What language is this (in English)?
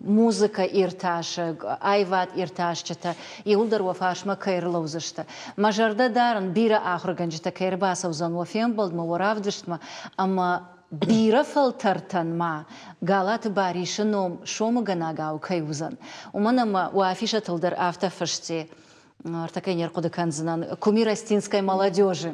Ossetic